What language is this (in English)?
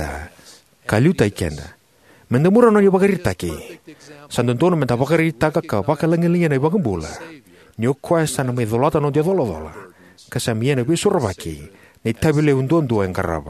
Fijian